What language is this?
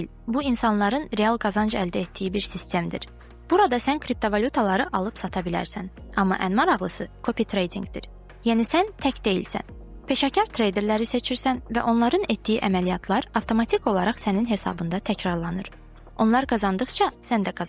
Azerbaijani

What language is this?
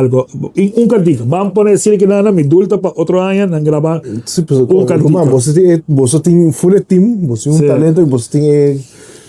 Papiamento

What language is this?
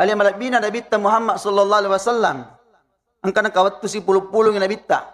Buginese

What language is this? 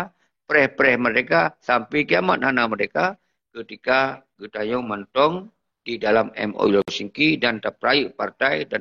Achinese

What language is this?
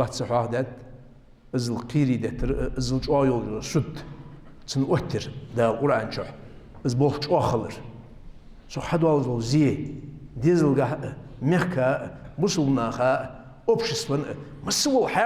Ingush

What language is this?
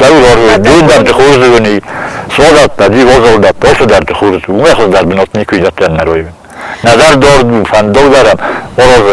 Ossetic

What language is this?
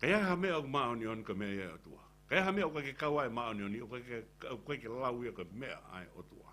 Tongan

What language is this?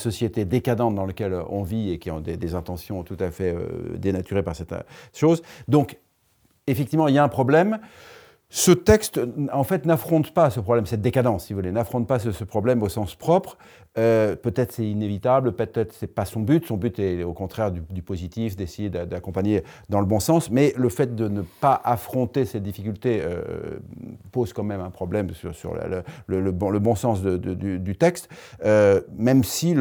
French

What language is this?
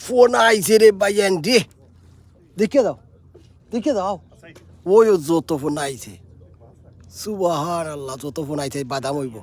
Sylheti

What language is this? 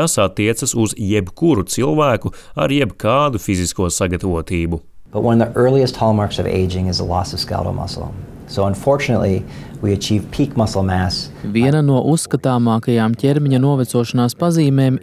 Latvian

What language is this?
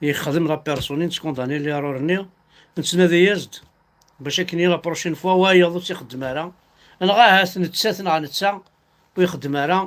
Kabyle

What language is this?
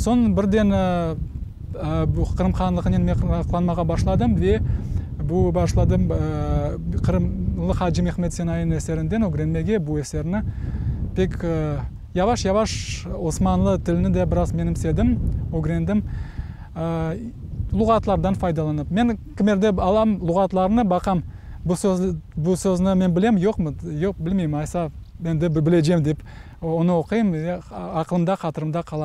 Crimean Tatar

